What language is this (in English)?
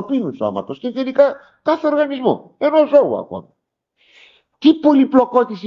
Greek